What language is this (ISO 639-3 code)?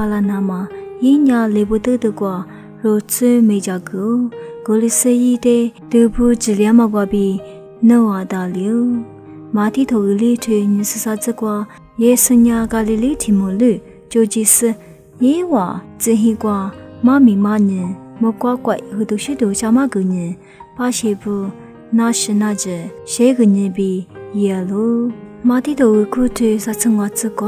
lis